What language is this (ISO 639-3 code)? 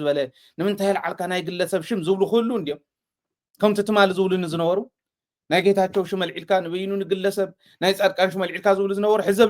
tir